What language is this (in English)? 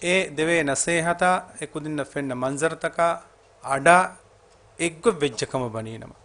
Divehi